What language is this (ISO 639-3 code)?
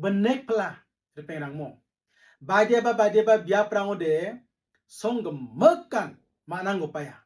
grt